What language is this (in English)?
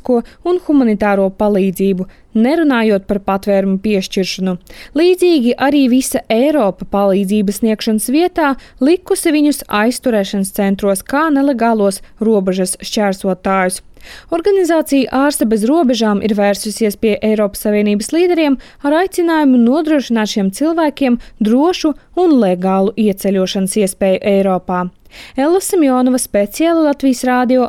Latvian